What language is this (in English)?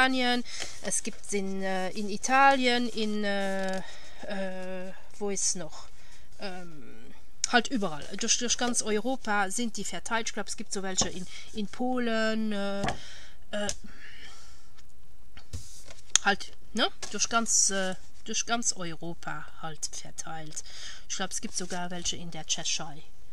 German